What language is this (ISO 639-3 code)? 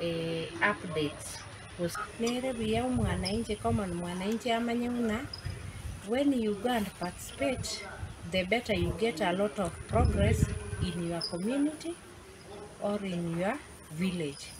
guz